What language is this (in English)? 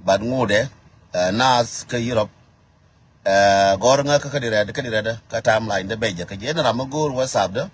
Nuer